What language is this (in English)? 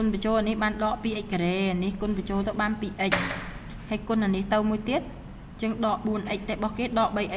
Khmer